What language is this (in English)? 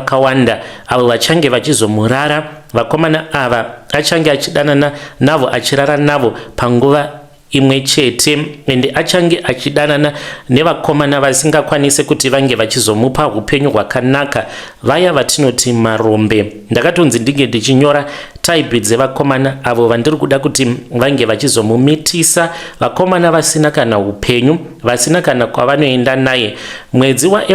Shona